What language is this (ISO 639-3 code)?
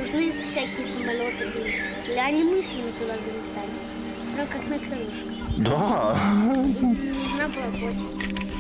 rus